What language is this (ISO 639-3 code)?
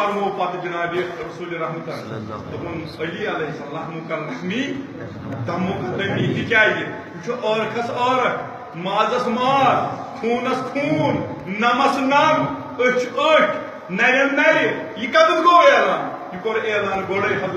kas